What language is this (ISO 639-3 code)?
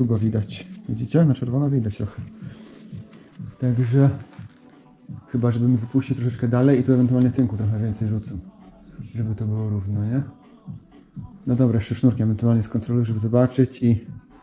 pol